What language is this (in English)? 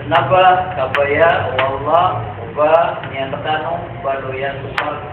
Maranao